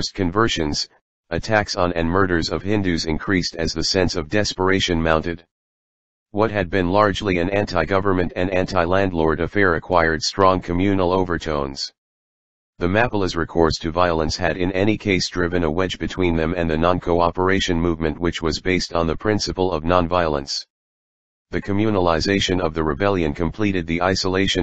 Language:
English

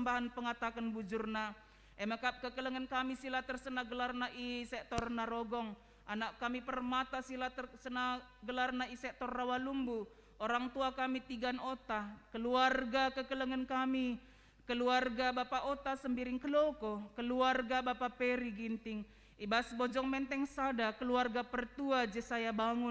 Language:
Batak Karo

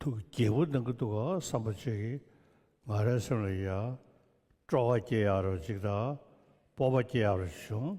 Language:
Tibetan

